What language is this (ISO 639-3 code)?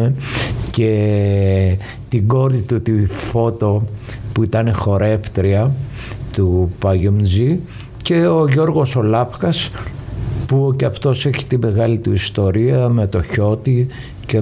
ell